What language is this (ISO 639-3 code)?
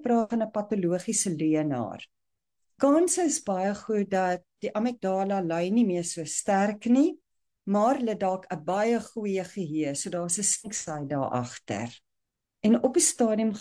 afr